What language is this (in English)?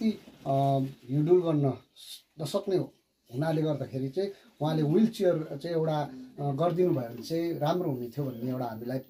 Nepali